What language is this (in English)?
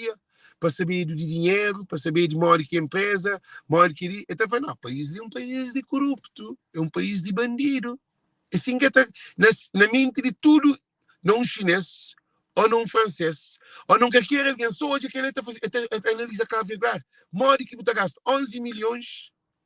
Kabuverdianu